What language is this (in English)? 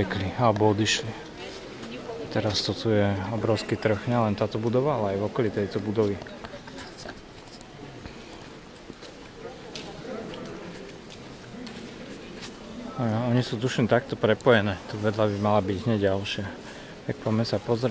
Slovak